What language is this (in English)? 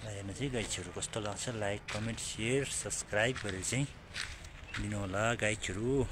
Nepali